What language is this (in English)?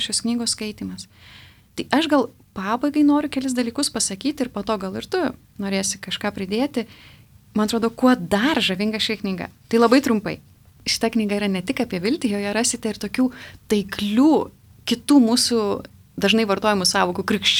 Lithuanian